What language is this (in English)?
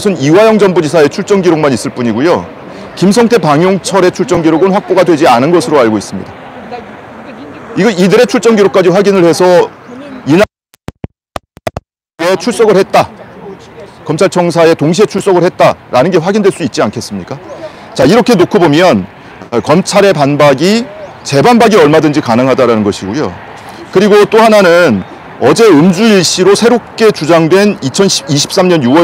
Korean